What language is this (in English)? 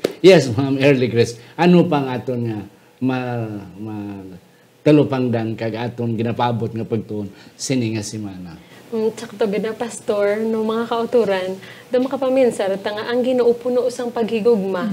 Hiligaynon